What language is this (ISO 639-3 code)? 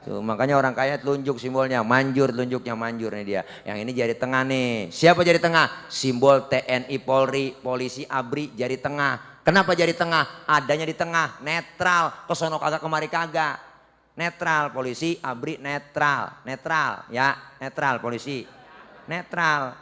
bew